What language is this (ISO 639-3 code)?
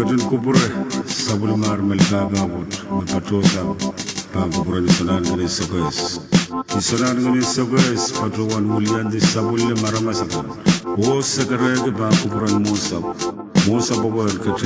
pon